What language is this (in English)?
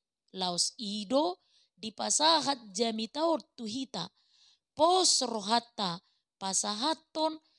Batak Toba